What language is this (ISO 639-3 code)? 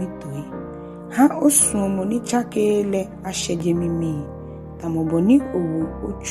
gaa